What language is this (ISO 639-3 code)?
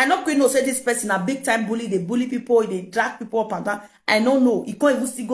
pcm